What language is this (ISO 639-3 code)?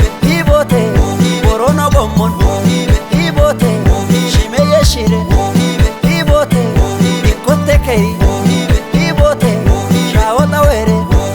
kbr